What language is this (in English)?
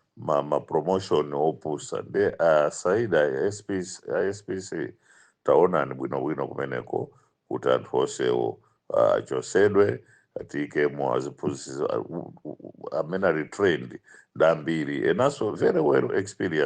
Nyanja